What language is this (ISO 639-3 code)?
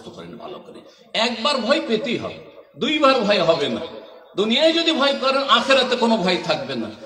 ben